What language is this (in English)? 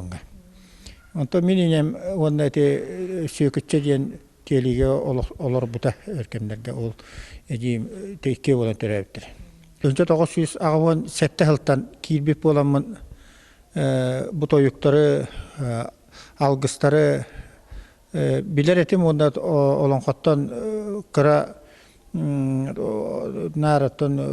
Yakut